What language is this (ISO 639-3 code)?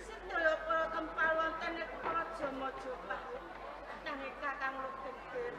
jav